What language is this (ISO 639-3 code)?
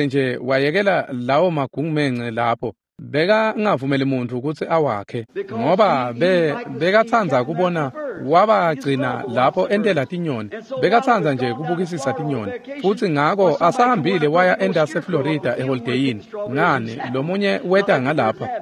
ssw